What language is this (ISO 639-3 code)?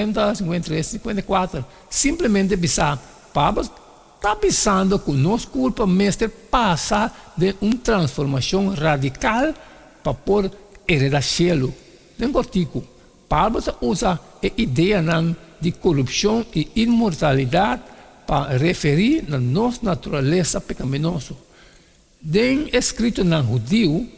pap